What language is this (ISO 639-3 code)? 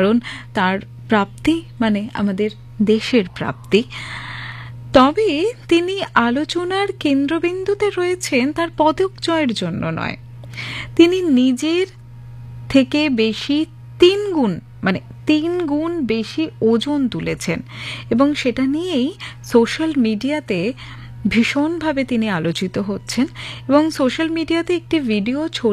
ben